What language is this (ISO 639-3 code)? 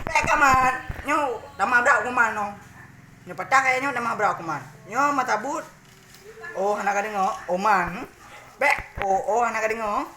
ace